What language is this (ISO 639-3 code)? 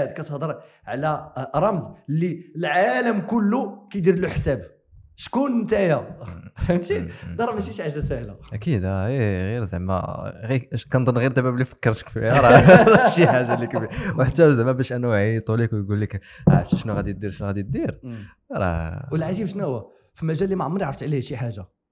ary